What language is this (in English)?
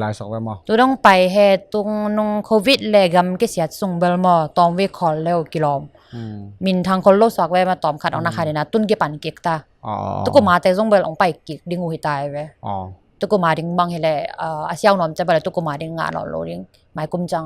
Tedim Chin